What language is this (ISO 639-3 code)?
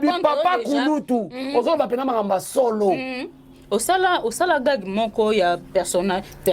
lin